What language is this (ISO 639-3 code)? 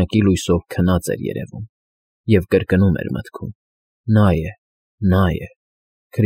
hye